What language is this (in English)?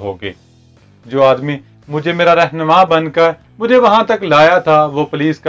Urdu